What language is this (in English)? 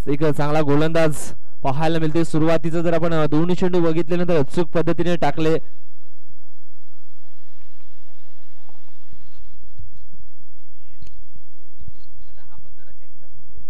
Marathi